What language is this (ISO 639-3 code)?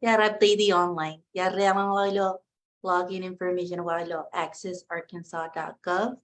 mah